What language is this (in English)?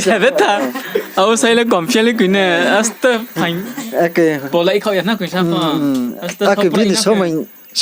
Riang (India)